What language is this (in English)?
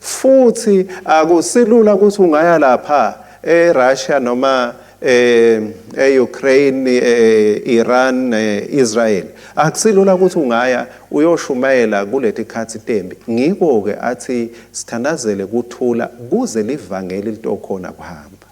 Swati